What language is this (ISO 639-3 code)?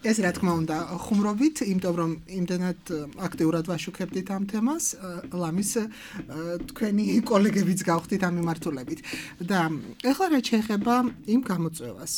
kat